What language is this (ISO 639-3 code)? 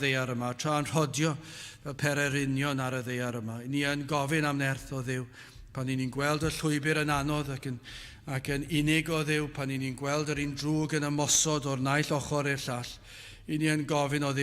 cym